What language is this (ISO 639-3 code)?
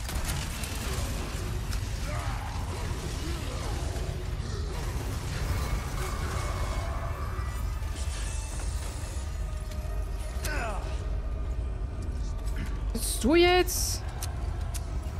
deu